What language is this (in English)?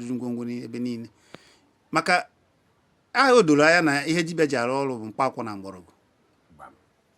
Igbo